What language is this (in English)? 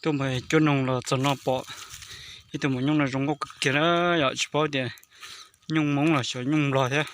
Hmong